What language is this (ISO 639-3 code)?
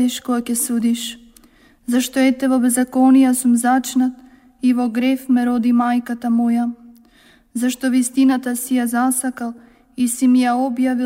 mkd